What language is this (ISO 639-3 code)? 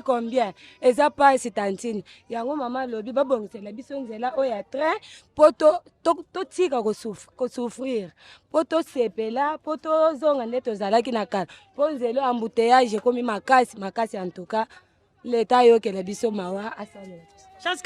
lin